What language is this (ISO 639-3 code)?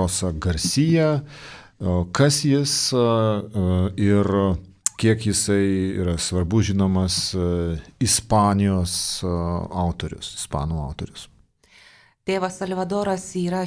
lit